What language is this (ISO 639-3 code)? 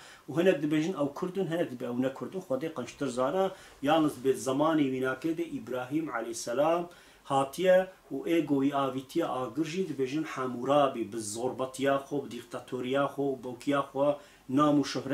kur